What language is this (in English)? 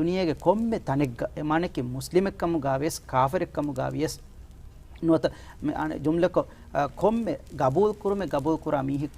Divehi